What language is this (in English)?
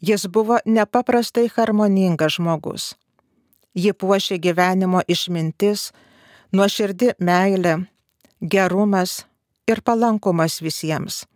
Lithuanian